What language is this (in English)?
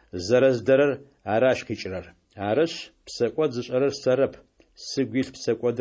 Kabardian